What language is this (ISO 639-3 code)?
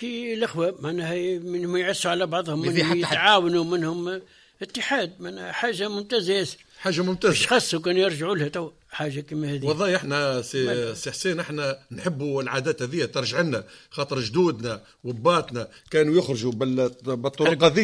aeb